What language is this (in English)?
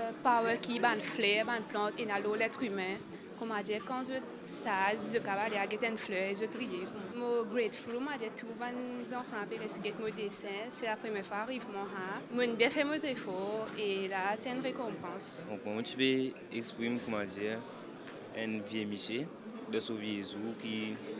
Morisyen